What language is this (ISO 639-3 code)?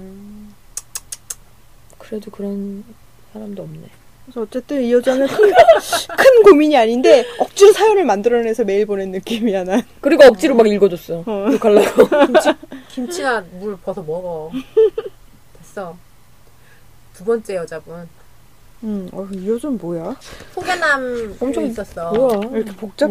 kor